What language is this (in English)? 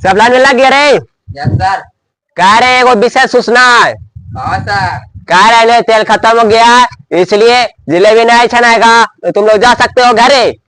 Magahi